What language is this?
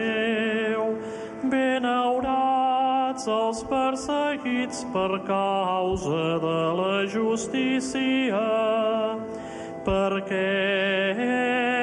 Catalan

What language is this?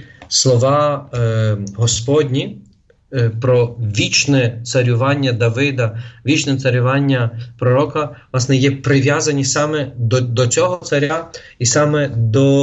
Ukrainian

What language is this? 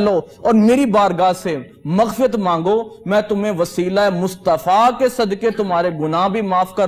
Urdu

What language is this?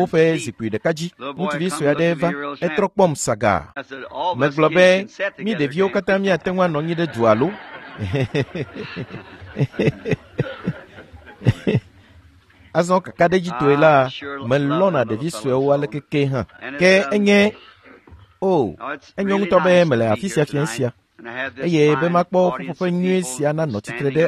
Ewe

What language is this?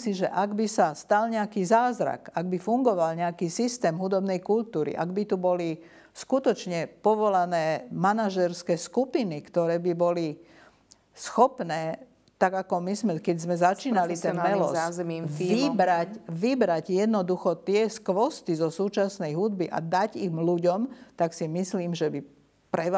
Slovak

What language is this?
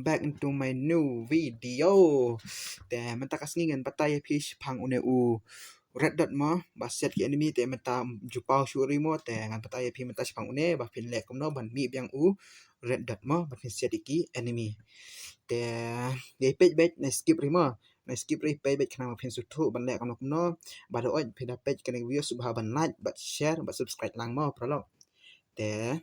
Khasi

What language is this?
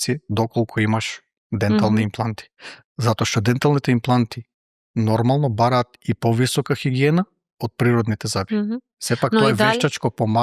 Macedonian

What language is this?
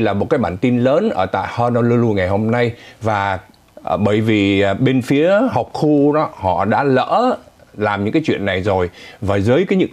Vietnamese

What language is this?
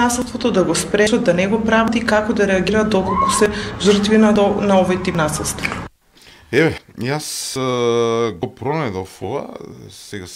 Macedonian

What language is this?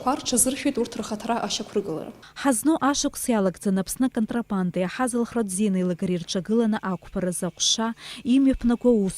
Abkhazian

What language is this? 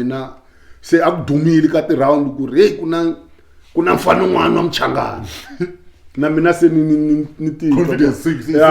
Tsonga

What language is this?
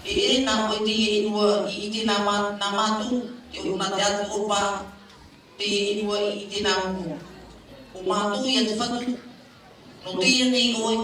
Tahitian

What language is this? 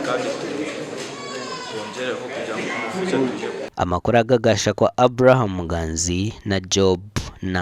Nyankole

